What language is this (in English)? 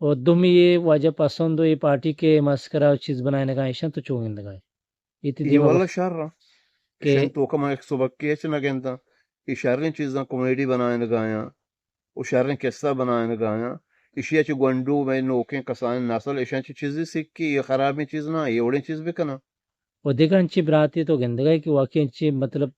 Eastern Balochi